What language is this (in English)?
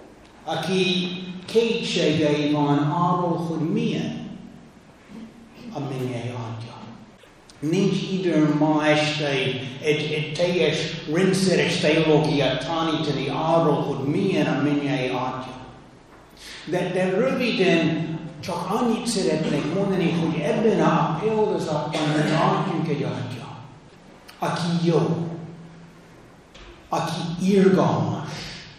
Hungarian